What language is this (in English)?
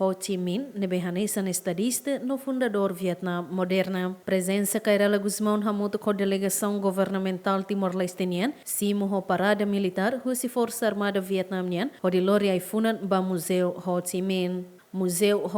Tetum